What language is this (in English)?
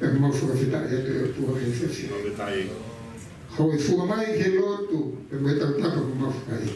Tongan